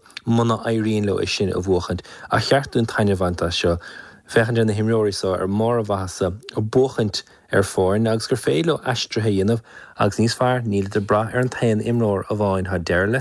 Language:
Irish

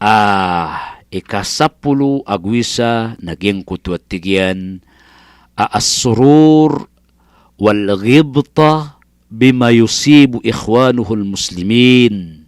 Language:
Maranao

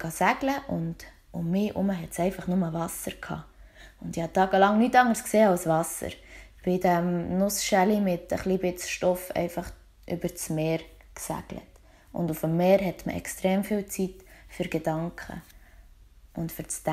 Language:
Swiss German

